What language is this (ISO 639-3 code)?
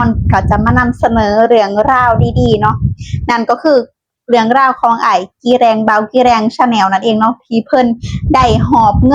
lao